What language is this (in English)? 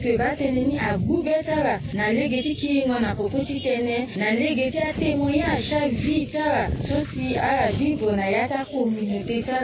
Sango